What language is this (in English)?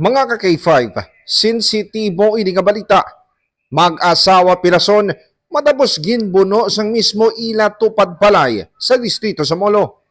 Hiligaynon